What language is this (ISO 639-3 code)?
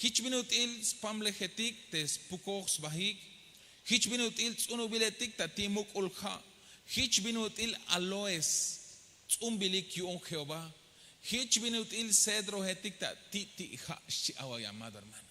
tzh